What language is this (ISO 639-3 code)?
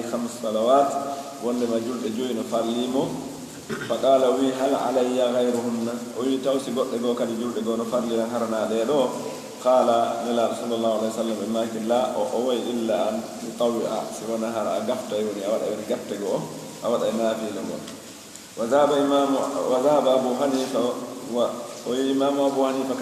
fuf